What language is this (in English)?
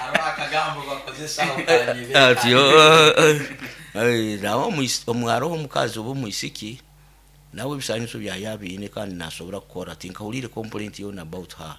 Nyoro